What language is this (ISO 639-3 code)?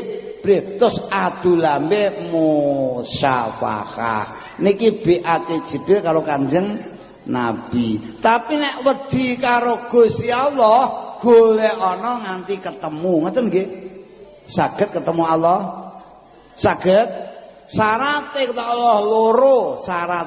jav